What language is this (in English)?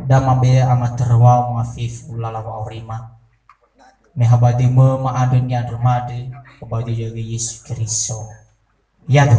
Nias